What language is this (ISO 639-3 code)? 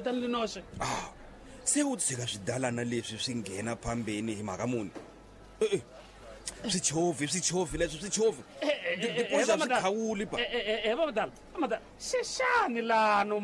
tso